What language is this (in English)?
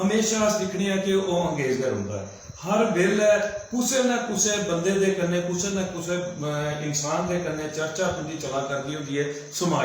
Dogri